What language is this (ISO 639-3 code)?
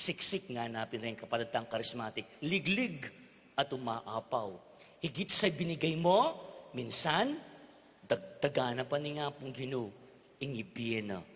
pam